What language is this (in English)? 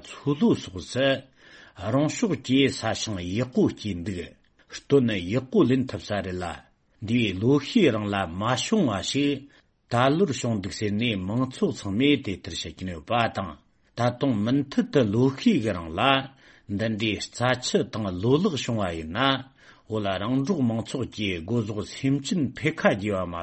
Tibetan